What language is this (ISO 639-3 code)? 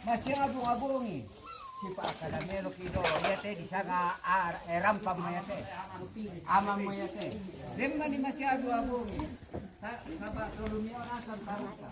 sda